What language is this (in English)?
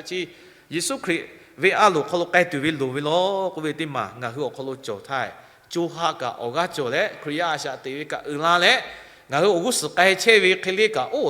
Lahu